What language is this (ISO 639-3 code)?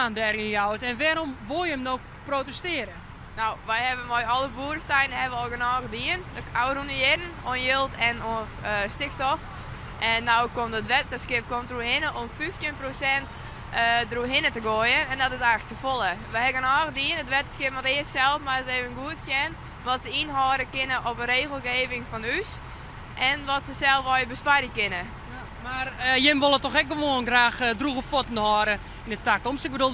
fry